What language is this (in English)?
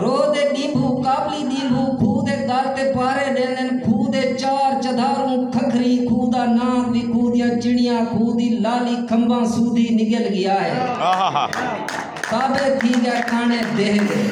Saraiki